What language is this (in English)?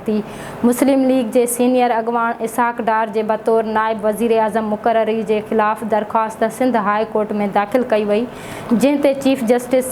Sindhi